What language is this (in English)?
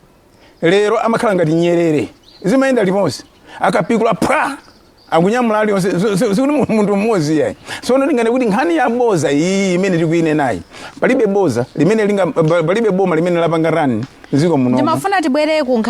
Nyanja